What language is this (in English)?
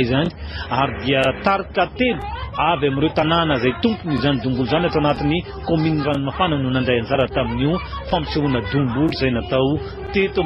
Malagasy